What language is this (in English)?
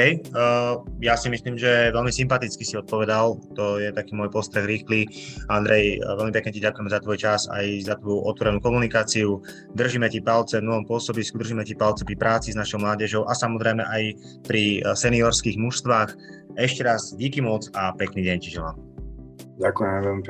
Slovak